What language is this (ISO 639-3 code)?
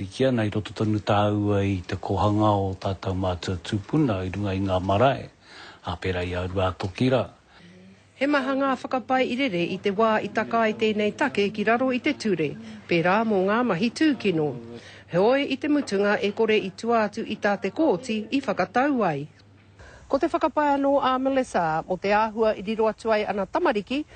mri